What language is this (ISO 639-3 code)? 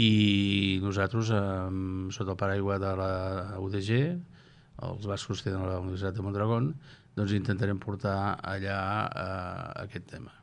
cat